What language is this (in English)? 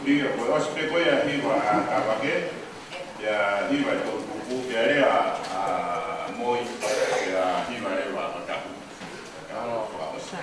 Tongan